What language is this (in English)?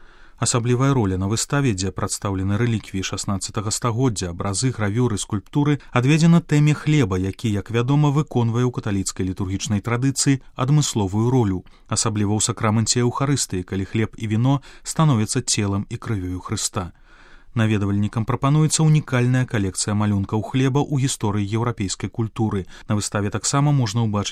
Belarusian